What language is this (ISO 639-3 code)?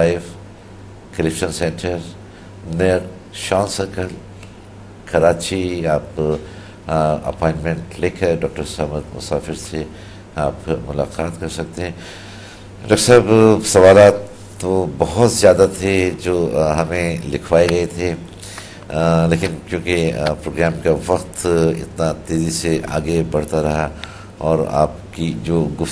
urd